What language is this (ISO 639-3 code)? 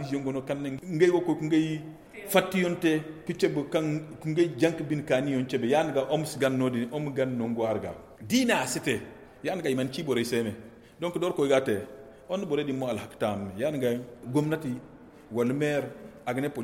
dje